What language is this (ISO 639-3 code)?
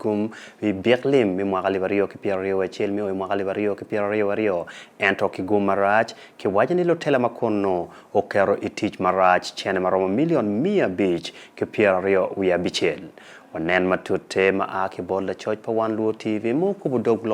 ach